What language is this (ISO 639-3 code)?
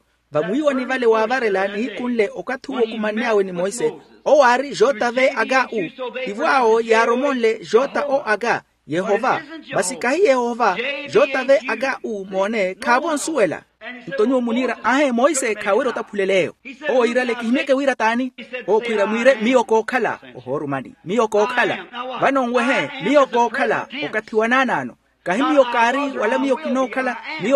vmw